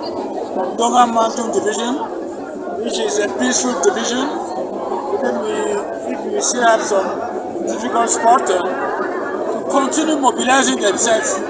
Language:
Cameroon Pidgin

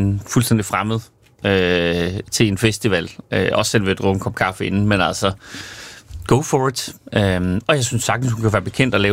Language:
Danish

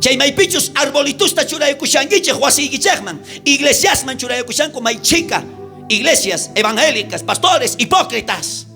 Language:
South Bolivian Quechua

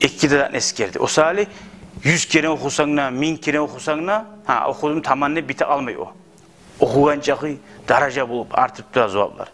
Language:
Kumyk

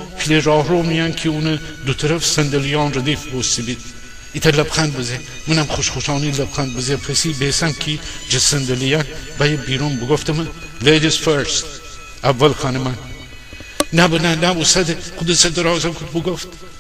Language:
Gilaki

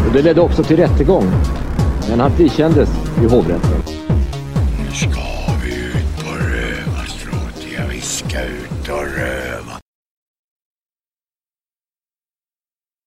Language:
Swedish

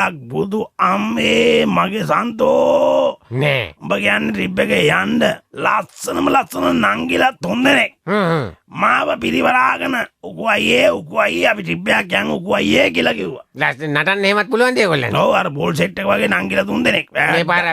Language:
Sinhala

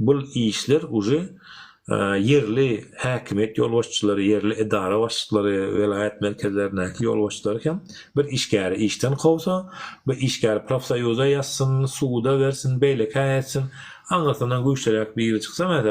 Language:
Turkmen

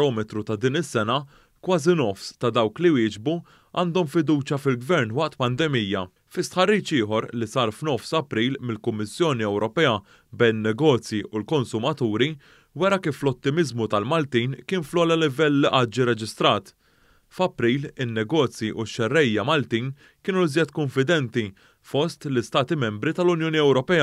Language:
Maltese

